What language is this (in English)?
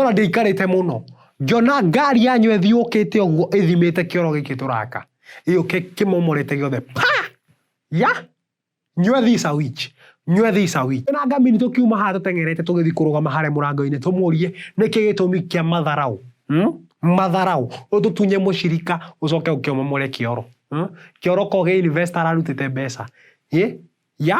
Kikuyu